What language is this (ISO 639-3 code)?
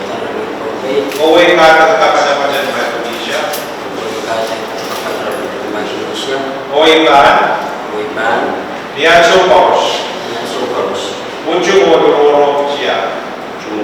pon